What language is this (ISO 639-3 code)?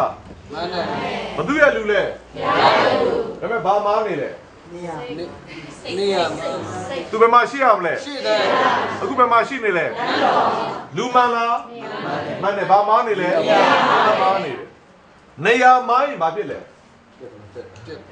mya